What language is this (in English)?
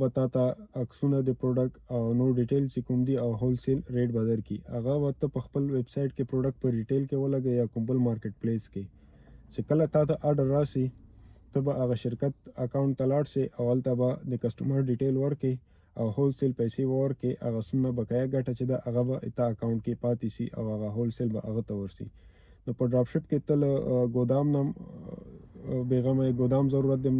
Pashto